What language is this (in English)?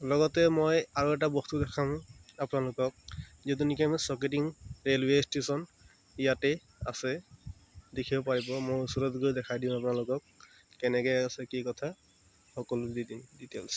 Assamese